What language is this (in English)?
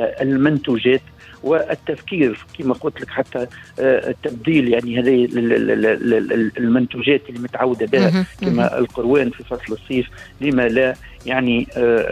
Tunisian Arabic